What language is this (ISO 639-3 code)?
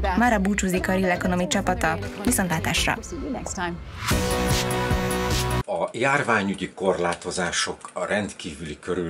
hun